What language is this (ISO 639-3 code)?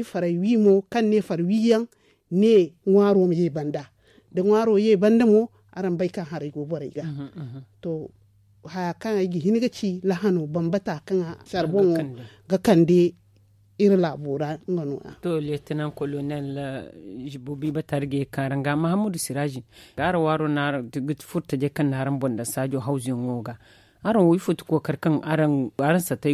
dje